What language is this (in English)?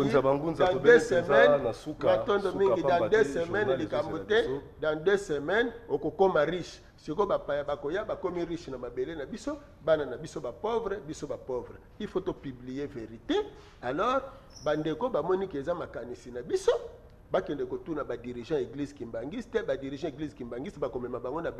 Lingala